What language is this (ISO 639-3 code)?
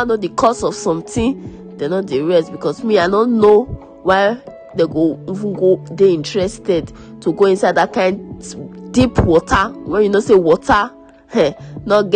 pcm